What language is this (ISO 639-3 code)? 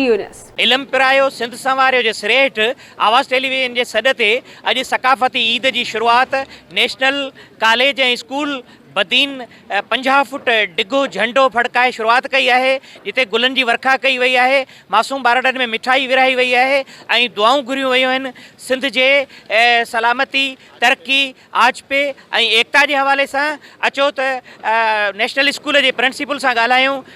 snd